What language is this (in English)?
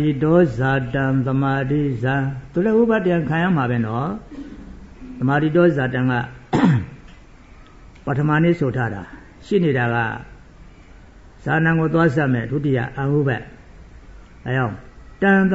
Burmese